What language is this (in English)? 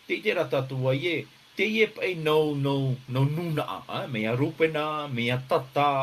Tahitian